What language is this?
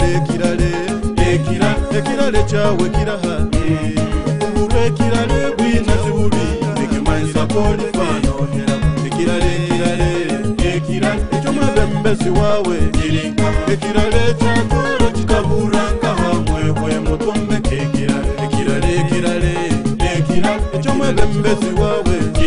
Nyoro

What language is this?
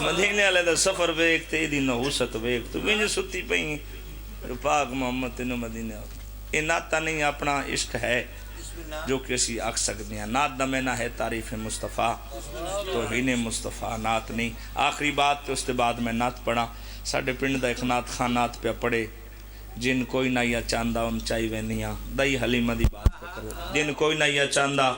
Pahari-Potwari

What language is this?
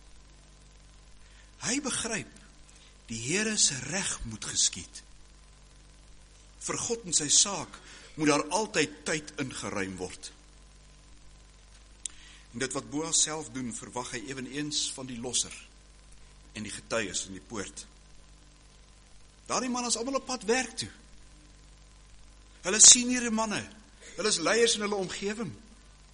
Afrikaans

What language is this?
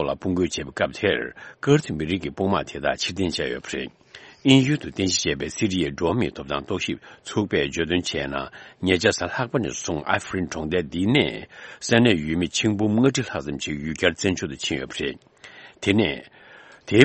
Tibetan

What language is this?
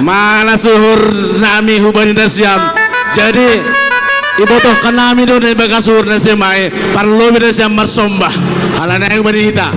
Batak Simalungun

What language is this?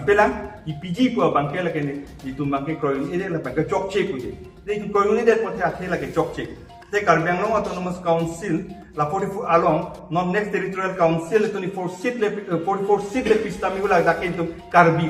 Karbi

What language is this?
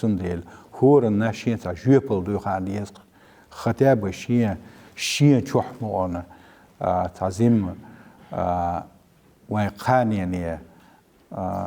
Chechen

